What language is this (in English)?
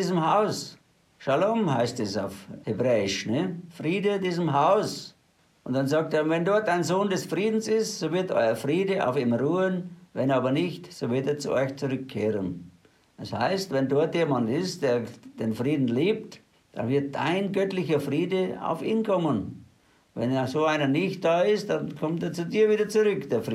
German